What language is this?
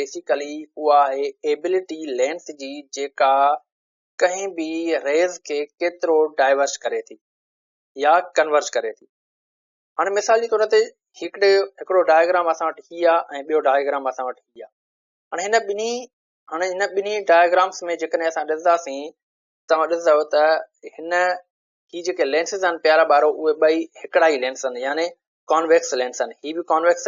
Sindhi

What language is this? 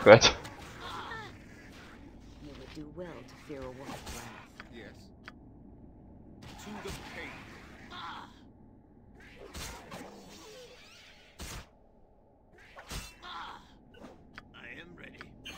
Russian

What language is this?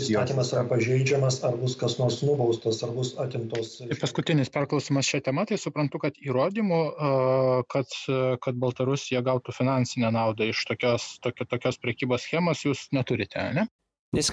Lithuanian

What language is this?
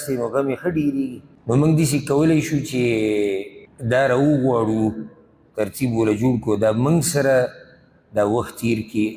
Pashto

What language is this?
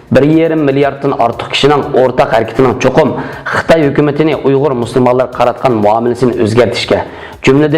Uyghur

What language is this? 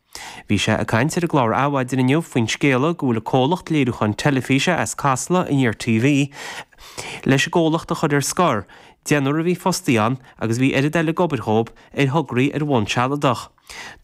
Irish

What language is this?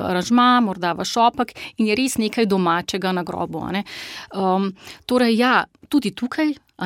Slovenian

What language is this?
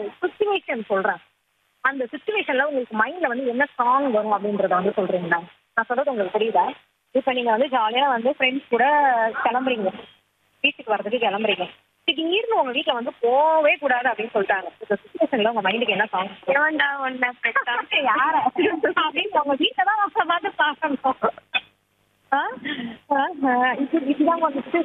Tamil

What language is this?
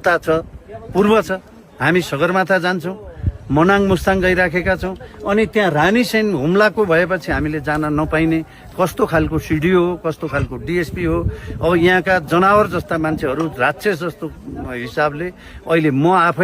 Nepali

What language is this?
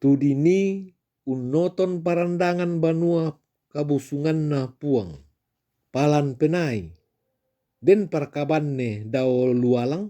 Toraja-Sa'dan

